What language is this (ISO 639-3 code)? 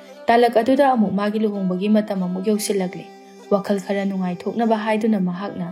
mni